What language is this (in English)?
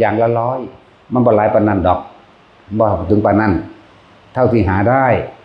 Lao